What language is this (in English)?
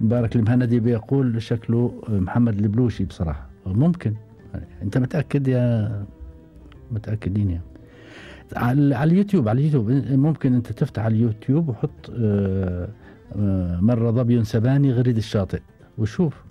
Gulf Arabic